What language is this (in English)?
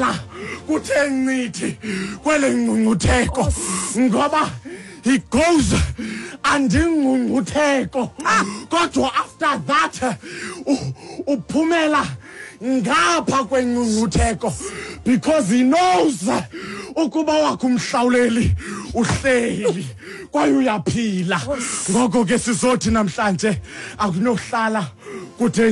Xhosa